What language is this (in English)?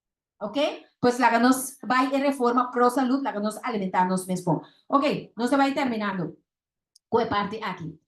Papiamento